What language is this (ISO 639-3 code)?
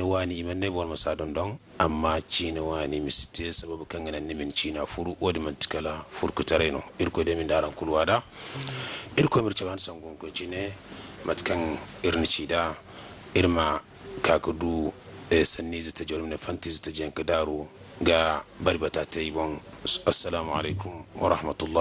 dje